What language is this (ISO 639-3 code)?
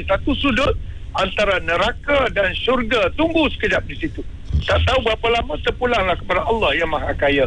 msa